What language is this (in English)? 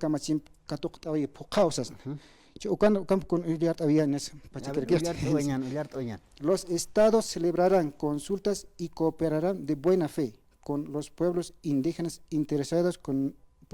Aymara